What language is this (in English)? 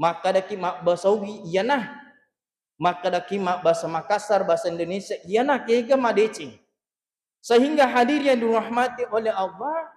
Buginese